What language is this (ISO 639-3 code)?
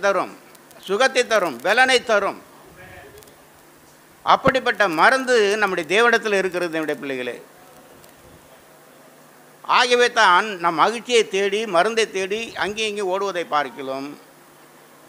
tam